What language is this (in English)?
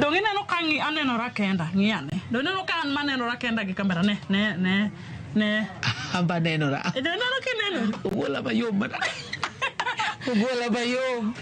Luo (Kenya and Tanzania)